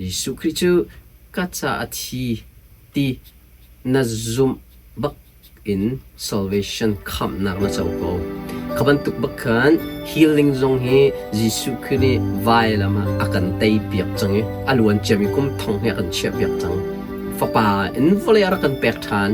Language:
Hakha Chin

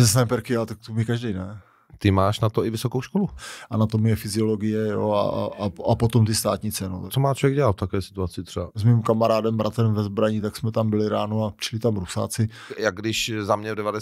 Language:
Czech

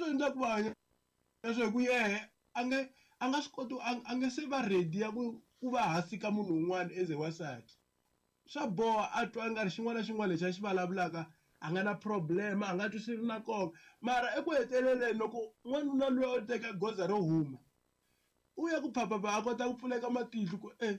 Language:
Tsonga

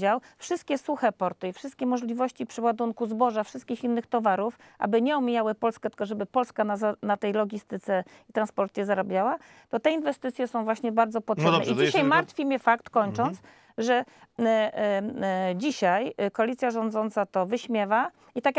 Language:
Polish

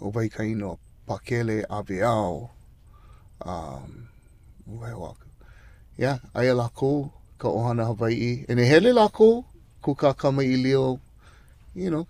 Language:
Hawaiian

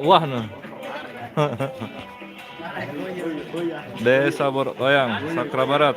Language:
Sasak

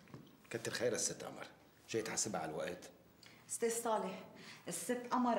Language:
North Levantine Arabic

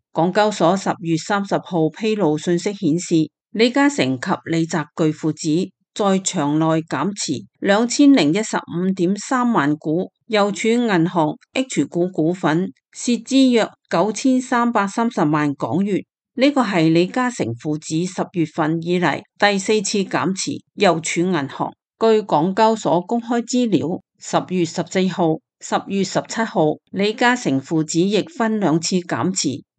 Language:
Cantonese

